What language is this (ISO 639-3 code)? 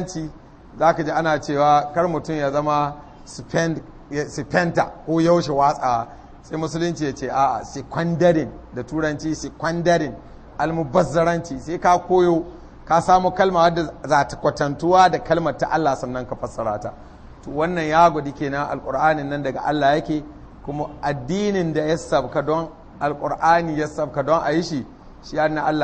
hau